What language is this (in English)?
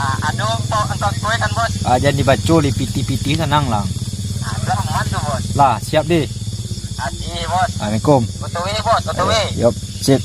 Minangkabau